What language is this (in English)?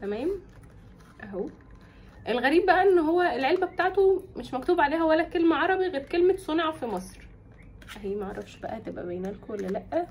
Egyptian Arabic